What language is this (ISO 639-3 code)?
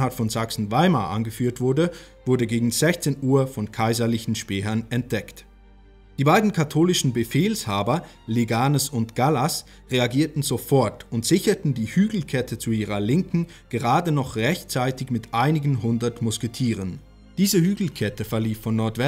deu